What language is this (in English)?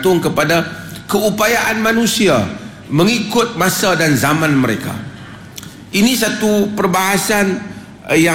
Malay